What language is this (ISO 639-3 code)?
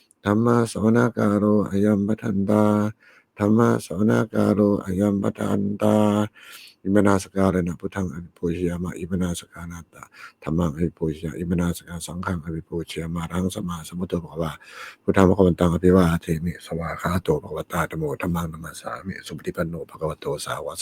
pli